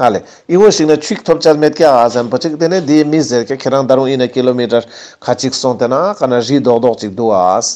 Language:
Ladakhi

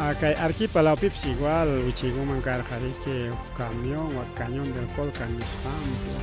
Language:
Ayacucho Quechua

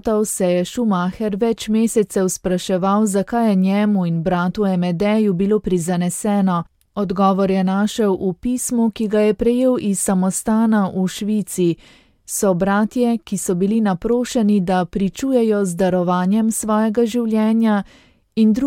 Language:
Slovenian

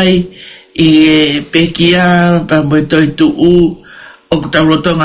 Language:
Tongan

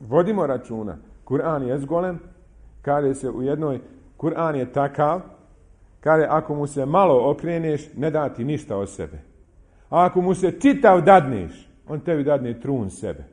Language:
Bosnian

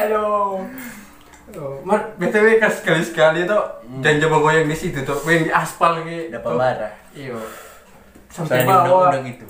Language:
Manado Malay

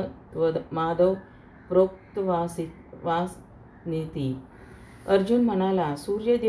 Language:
Marathi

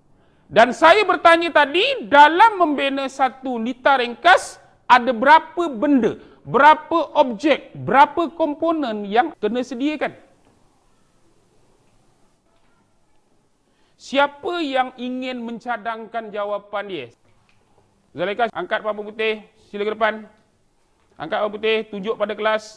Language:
Malay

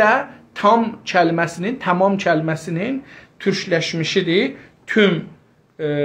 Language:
South Azerbaijani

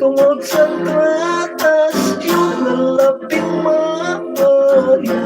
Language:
Hiligaynon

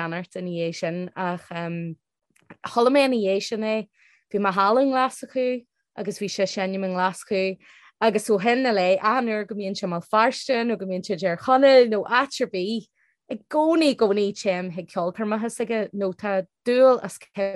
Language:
Irish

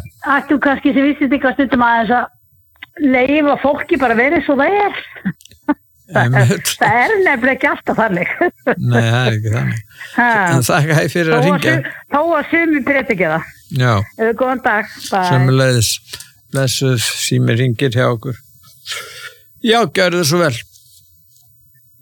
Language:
Icelandic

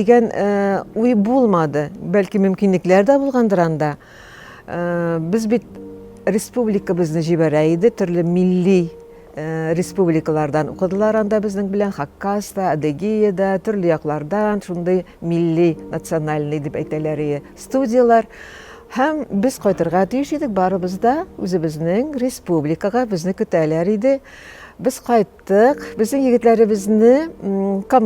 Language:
Tatar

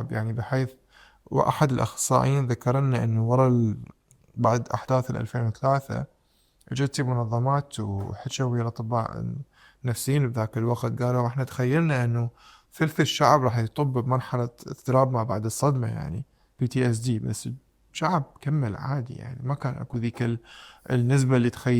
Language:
Mesopotamian Arabic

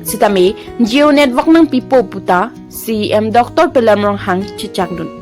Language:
Karbi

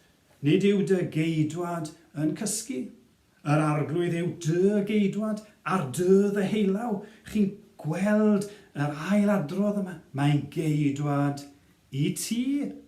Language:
Welsh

